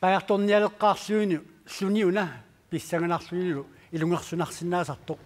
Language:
Kalaallisut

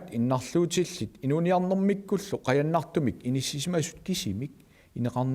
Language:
Kalaallisut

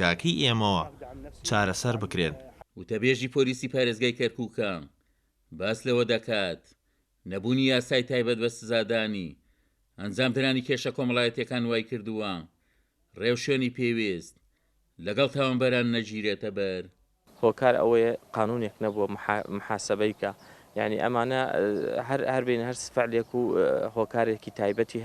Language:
Central Kurdish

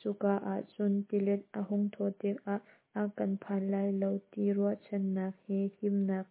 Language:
Hakha Chin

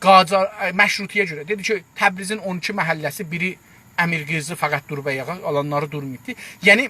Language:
South Azerbaijani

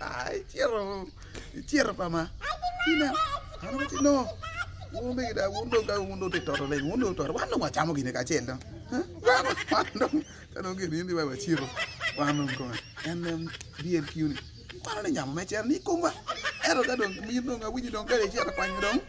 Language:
Acoli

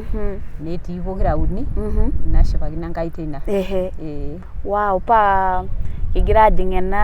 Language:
Masai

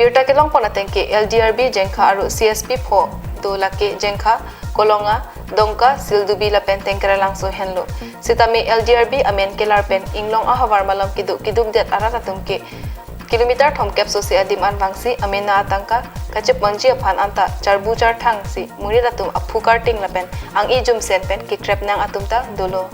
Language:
Karbi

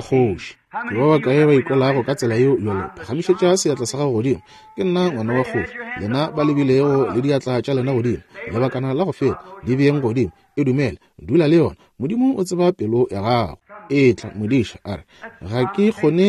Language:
Northern Sotho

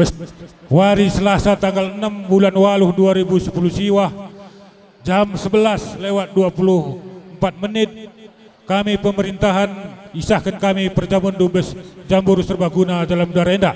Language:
Batak Karo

